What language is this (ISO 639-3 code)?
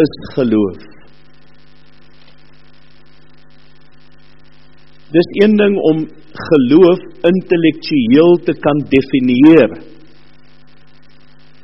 afr